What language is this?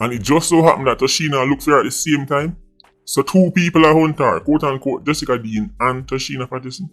Jamaican Creole English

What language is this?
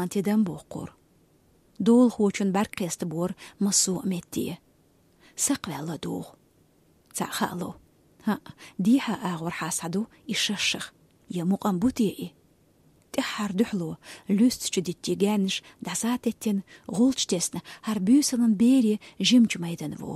Chechen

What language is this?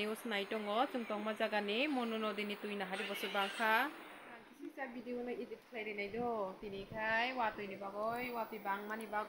Kok Borok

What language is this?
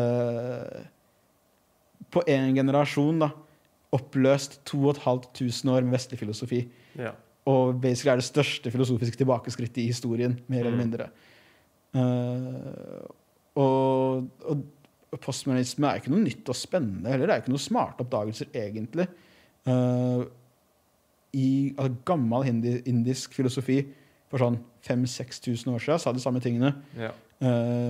Norwegian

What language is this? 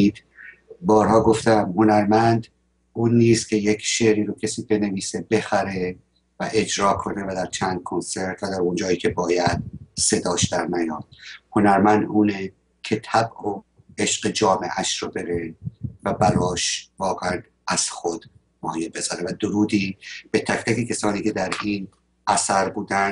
Persian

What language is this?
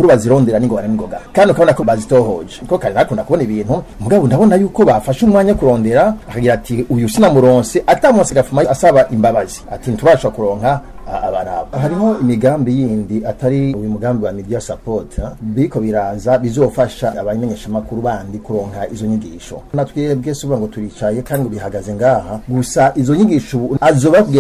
Rundi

